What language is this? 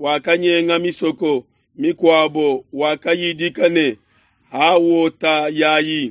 Luba-Lulua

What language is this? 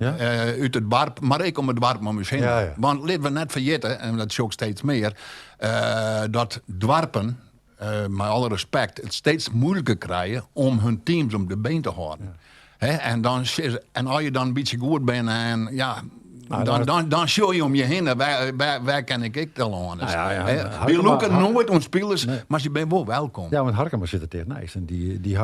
Western Frisian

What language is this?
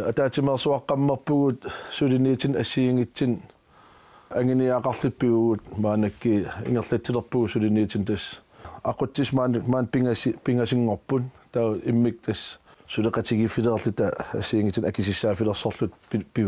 Kalaallisut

